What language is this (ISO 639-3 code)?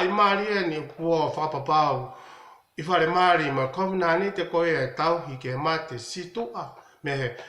ton